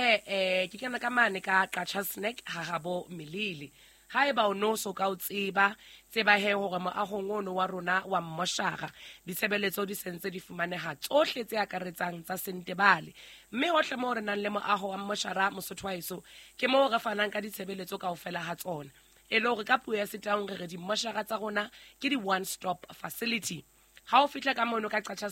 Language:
Southern Sotho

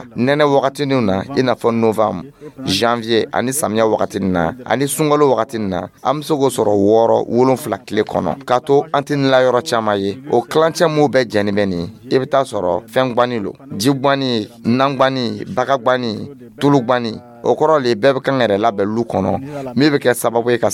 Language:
Dyula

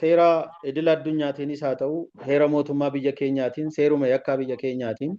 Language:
Oromo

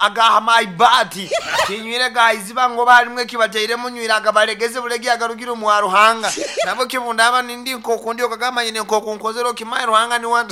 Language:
Nyankole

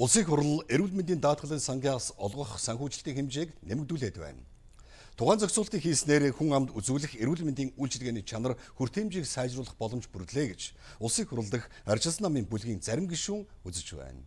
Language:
Mongolian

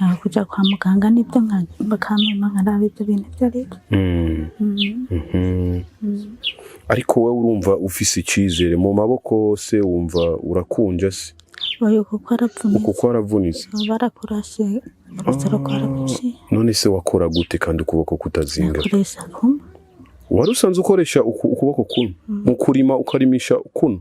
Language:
Rundi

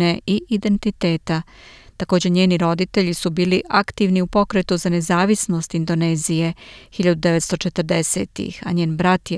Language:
Serbian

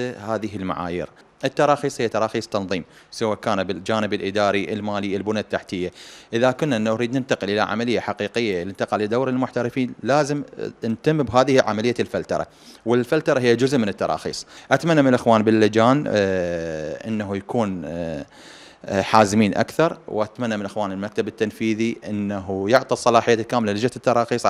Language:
Mesopotamian Arabic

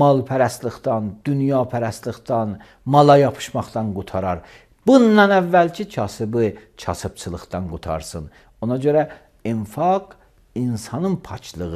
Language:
Azerbaijani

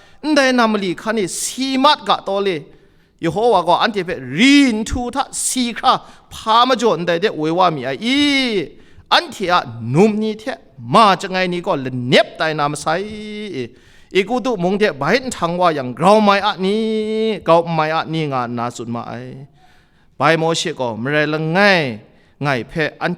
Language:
Kachin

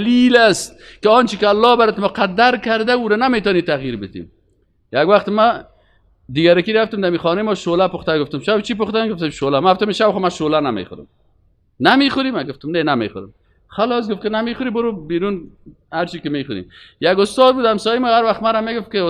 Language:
Persian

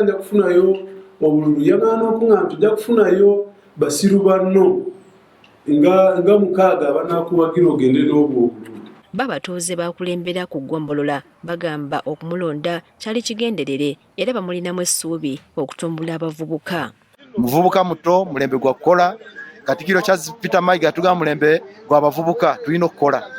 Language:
Ganda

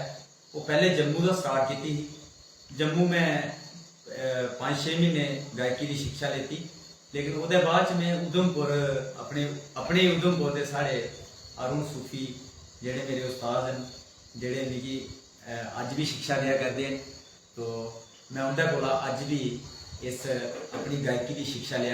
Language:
Dogri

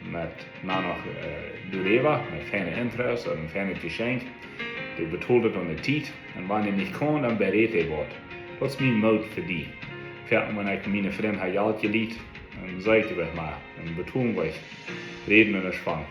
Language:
Plautdietsch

